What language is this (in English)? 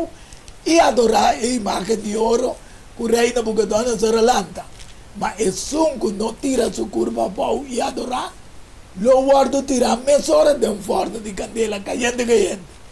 Papiamento